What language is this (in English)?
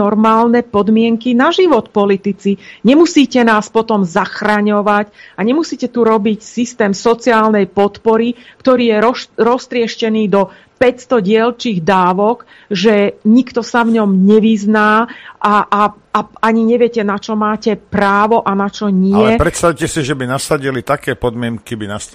Slovak